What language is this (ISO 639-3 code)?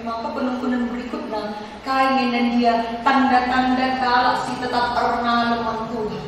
btx